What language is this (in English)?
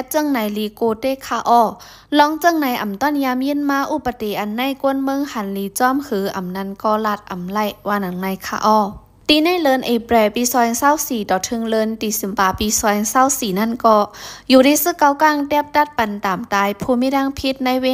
Shan